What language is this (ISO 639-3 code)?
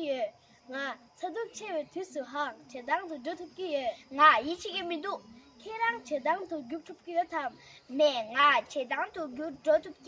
bod